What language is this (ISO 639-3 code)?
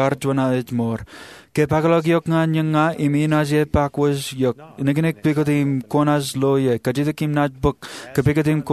mah